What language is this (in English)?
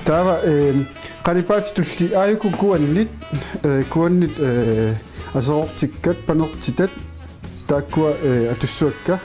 Kalaallisut